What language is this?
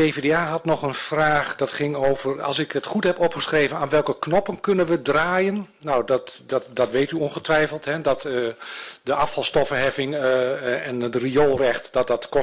Dutch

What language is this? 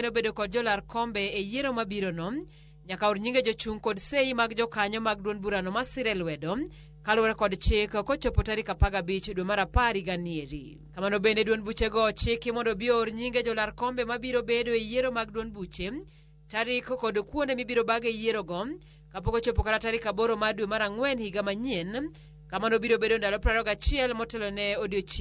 Luo (Kenya and Tanzania)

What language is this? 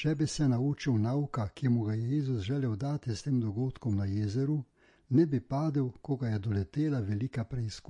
Slovenian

